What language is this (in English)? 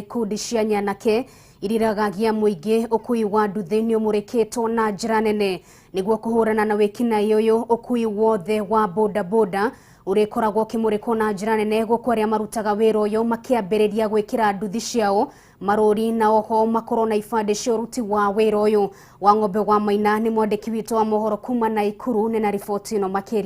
Kikuyu